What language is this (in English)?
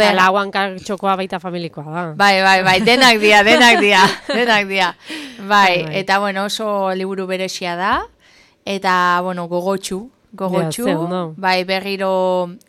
Basque